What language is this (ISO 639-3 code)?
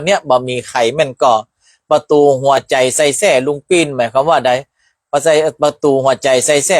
nod